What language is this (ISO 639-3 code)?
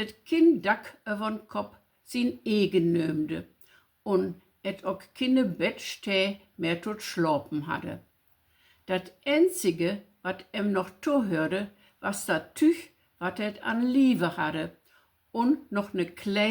nds